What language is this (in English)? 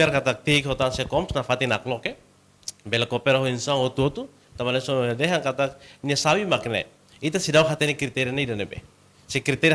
Tetum